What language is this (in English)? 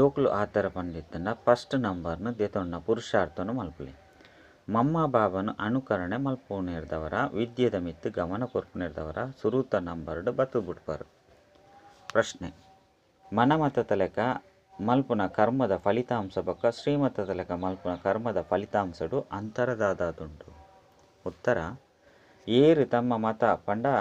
Tulu